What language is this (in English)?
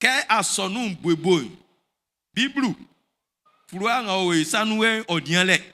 Baoulé